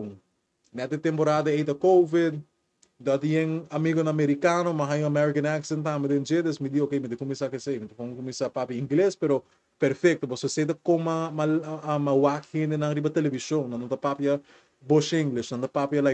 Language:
Papiamento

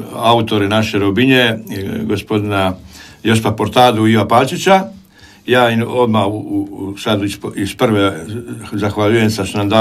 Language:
Croatian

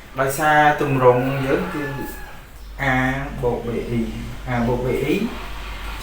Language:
Khmer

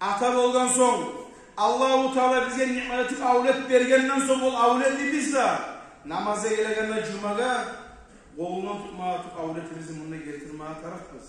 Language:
Kumyk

